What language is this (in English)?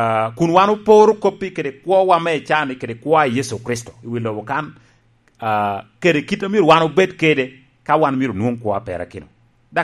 Lango (Uganda)